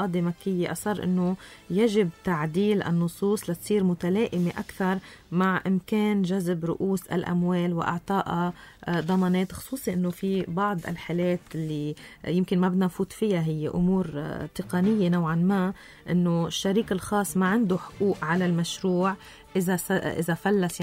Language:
North Levantine Arabic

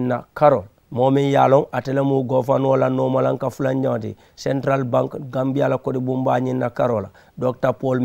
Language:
Mandingo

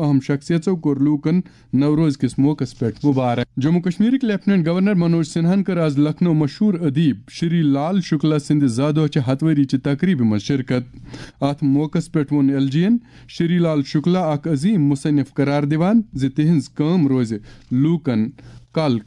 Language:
Kashmiri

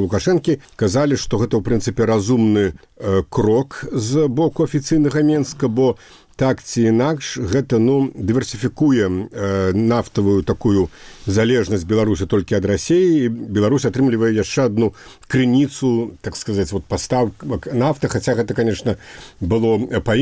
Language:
Belarusian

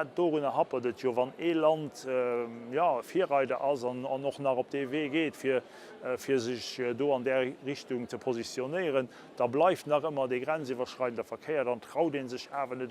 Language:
Luxembourgish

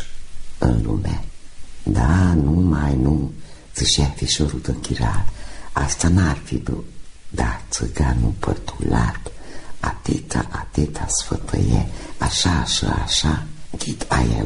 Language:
Romanian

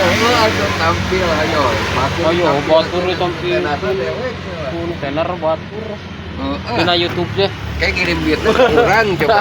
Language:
Sundanese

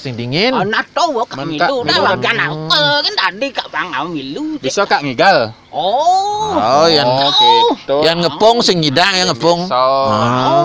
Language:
Balinese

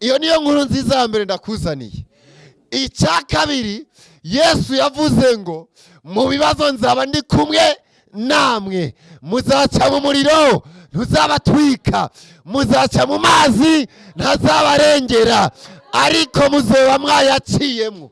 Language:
Rundi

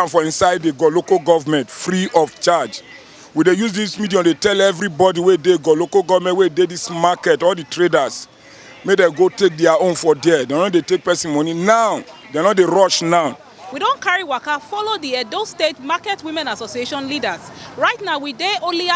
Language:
Nigerian Pidgin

